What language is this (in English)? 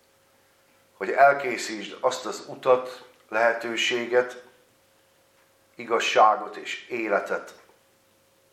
Hungarian